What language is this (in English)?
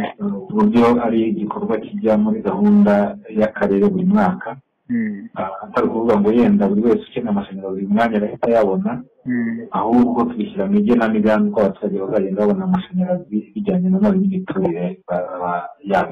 Kinyarwanda